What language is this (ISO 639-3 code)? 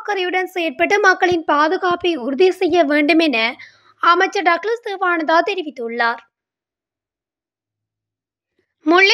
tam